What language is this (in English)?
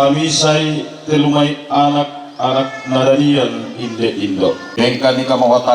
Toraja-Sa'dan